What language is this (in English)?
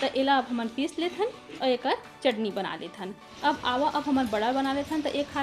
Chhattisgarhi